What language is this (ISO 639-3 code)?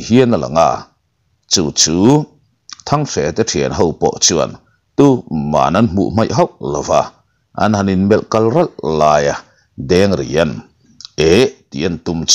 lus